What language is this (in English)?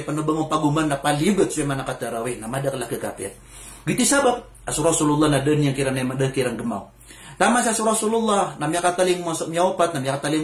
Maranao